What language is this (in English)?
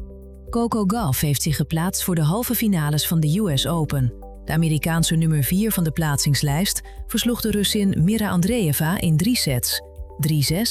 Dutch